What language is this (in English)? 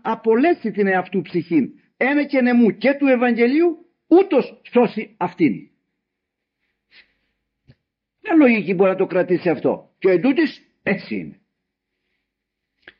Greek